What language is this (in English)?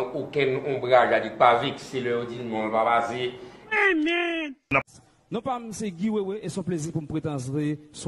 Haitian Creole